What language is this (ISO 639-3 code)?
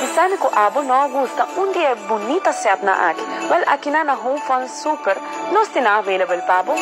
pap